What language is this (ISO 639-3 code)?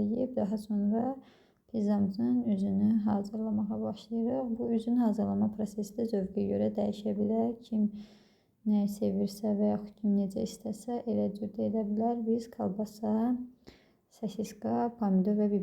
aze